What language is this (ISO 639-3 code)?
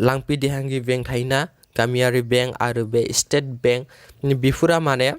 brx